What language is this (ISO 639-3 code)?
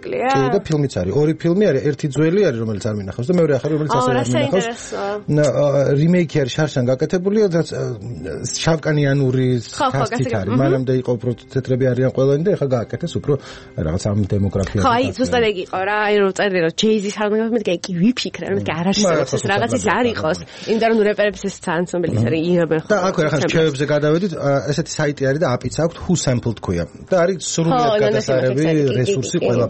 kat